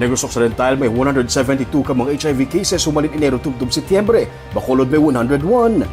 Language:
Hiligaynon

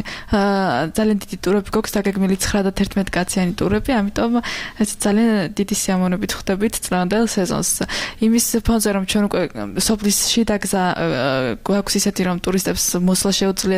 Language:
Georgian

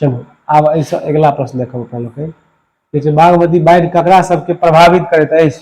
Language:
Maithili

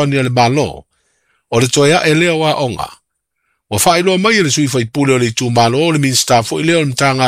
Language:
Samoan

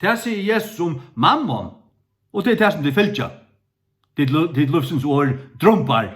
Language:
Faroese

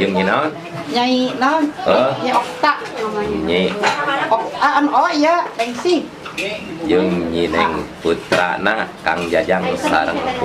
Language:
Sundanese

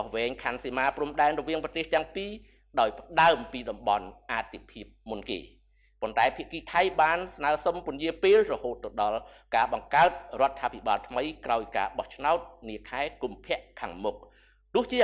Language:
Khmer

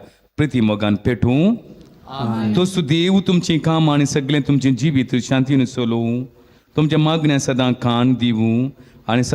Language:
Konkani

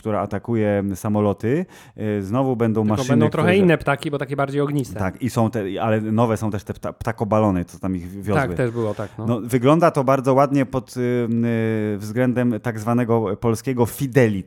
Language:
Polish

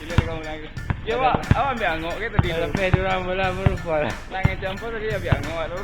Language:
Minangkabau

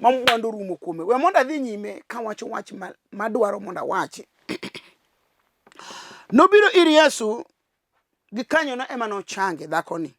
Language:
Luo (Kenya and Tanzania)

